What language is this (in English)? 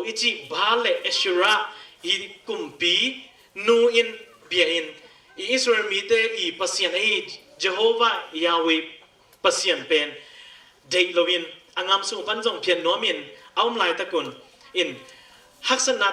Tedim Chin